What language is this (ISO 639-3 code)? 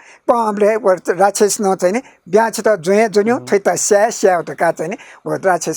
new